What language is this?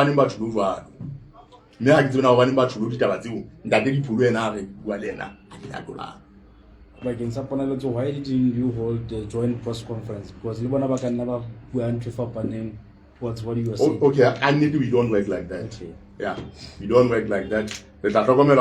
Southern Sotho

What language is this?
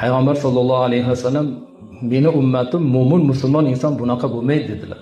Uzbek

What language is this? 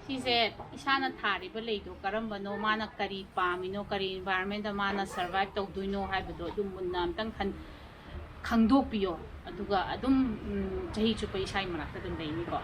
Manipuri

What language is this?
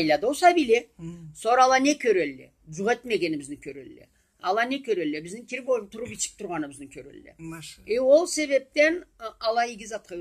Karachay-Balkar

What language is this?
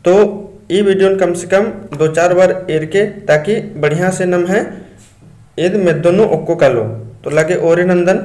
Kurukh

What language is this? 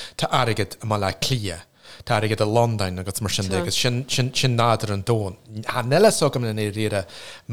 Irish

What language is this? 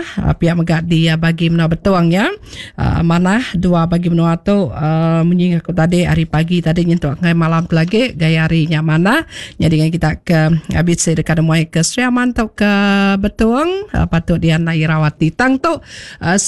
Iban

